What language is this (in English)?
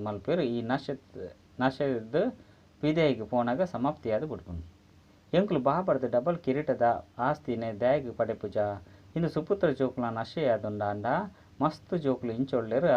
Tulu